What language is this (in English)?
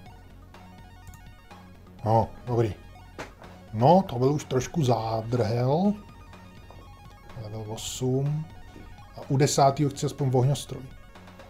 Czech